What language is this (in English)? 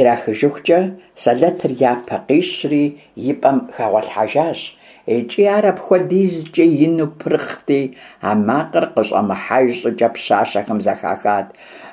Kabardian